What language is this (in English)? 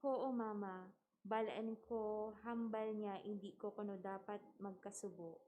Hiligaynon